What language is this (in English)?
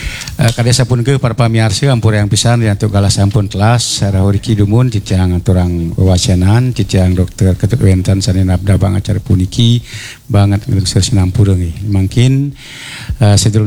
Balinese